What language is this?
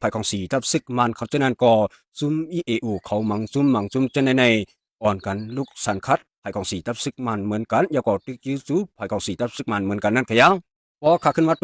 Shan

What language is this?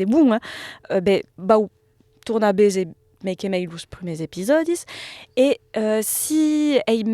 Occitan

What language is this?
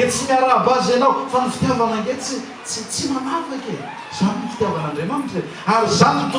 Malagasy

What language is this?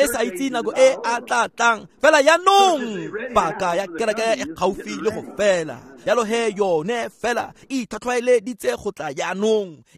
Tswana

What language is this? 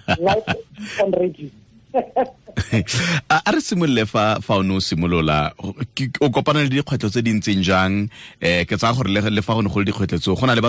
Tswana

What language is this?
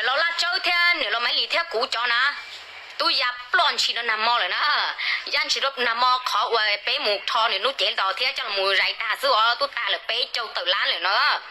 Hmong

